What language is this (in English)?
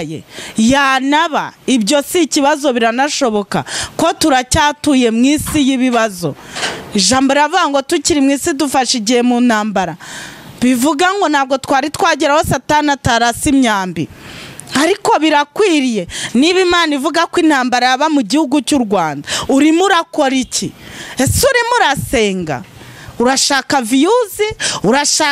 Kinyarwanda